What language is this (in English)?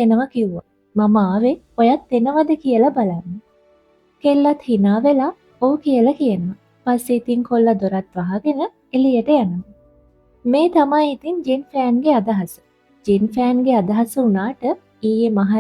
Sinhala